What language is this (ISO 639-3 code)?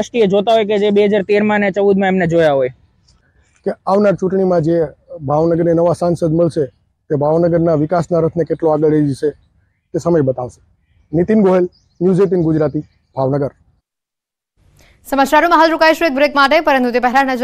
guj